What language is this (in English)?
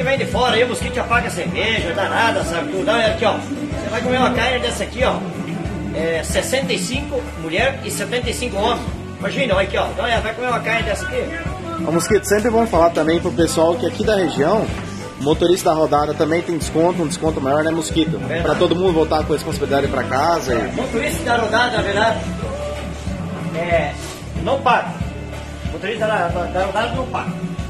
Portuguese